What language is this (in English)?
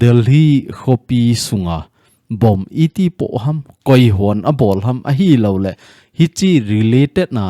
Thado Chin